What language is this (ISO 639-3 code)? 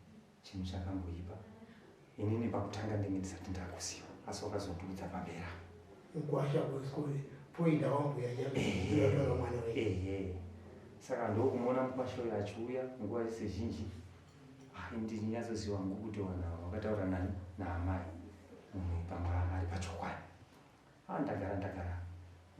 sna